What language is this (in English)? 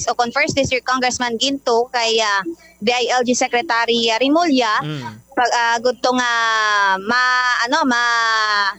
Hiligaynon